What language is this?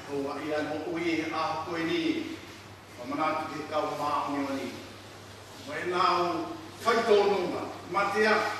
Tongan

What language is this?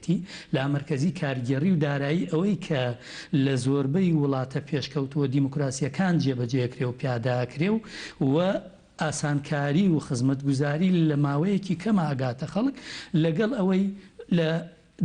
Central Kurdish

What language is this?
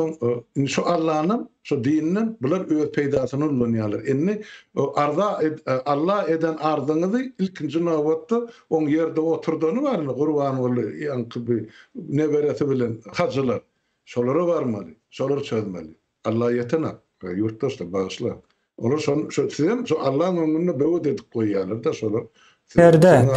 Turkmen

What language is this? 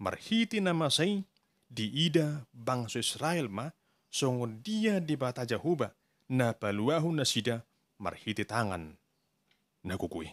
Batak Toba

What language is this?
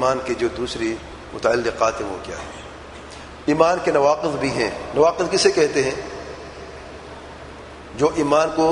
Urdu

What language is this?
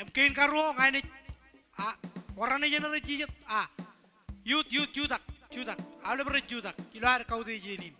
Marshallese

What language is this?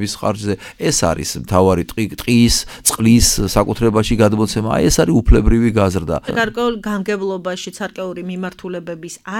Georgian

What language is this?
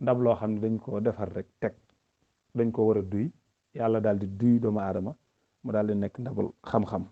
Wolof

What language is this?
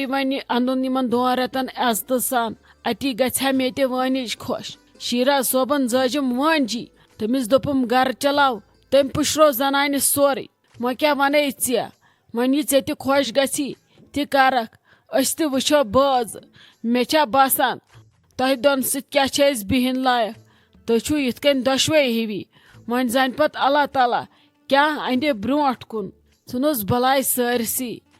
Kashmiri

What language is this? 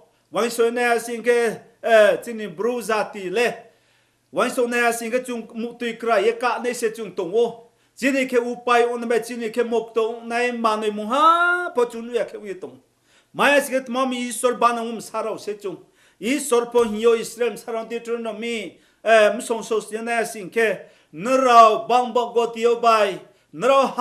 Riang (India)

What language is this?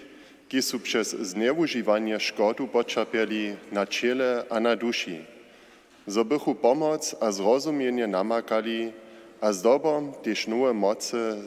Upper Sorbian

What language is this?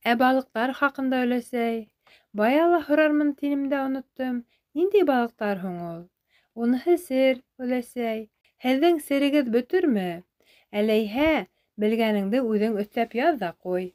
Bashkir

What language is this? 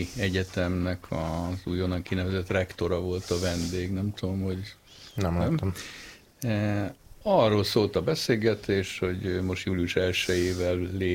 Hungarian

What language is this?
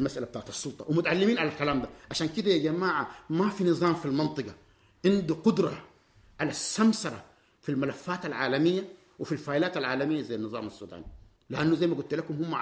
Sudanese Arabic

